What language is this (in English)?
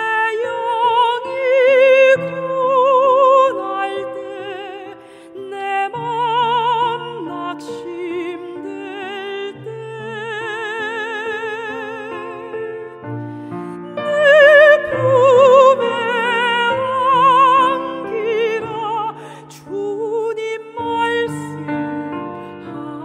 Korean